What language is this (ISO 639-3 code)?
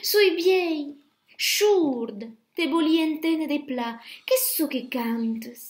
oci